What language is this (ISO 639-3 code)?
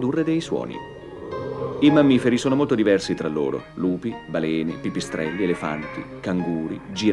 ita